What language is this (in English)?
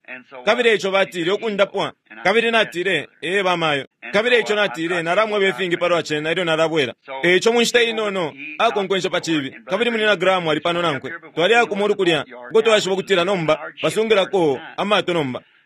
Bemba